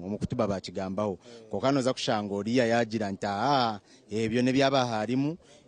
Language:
Nyankole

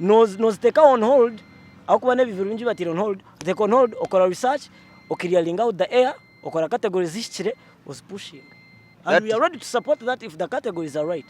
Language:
Nyankole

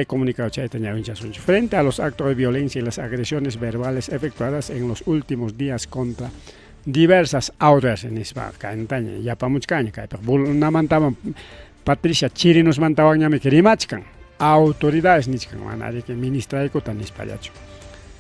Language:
Ayacucho Quechua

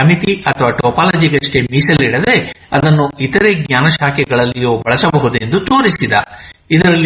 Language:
Kannada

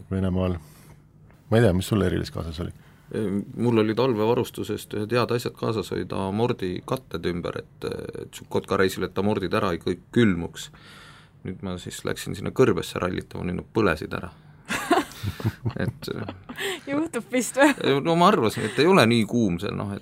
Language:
Estonian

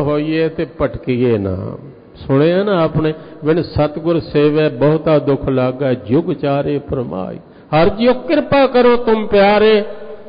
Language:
Punjabi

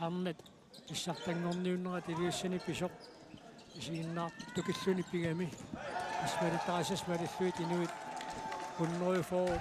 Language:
Kalaallisut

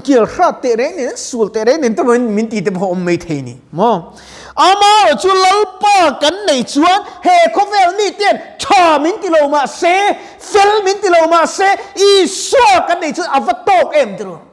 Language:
Mizo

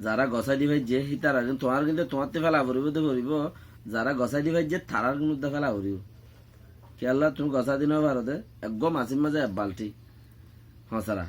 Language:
Rohingya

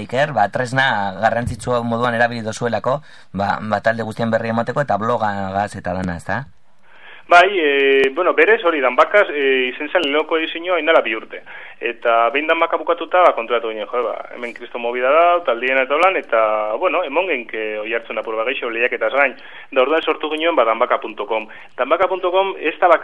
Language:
Basque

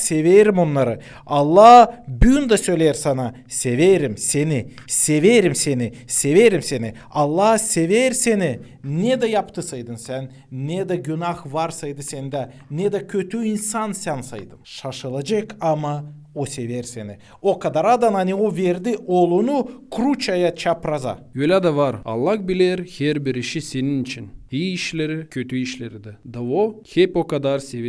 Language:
Gagauz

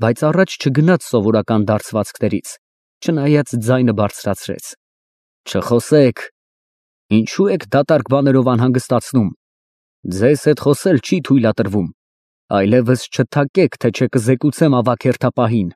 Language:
Armenian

